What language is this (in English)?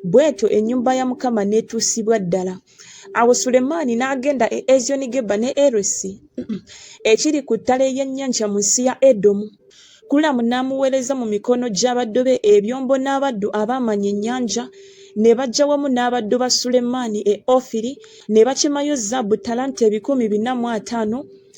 Ganda